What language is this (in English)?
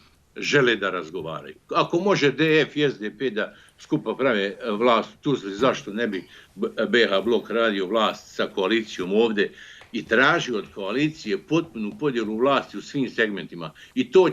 Bosnian